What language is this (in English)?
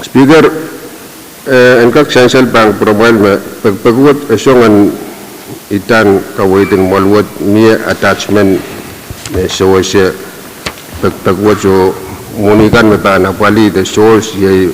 Pohnpeian